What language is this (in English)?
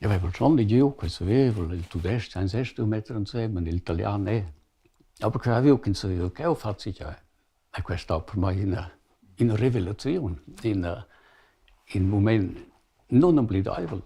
Romansh